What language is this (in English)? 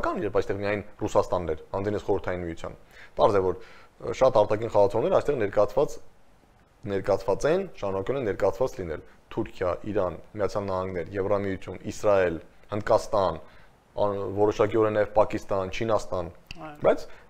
Armenian